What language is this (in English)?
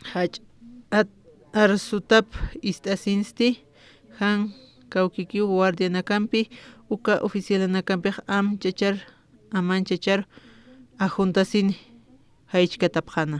Aymara